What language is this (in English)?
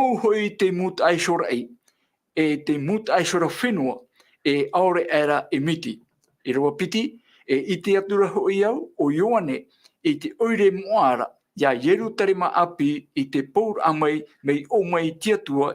Tahitian